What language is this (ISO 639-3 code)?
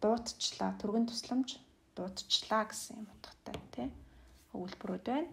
mon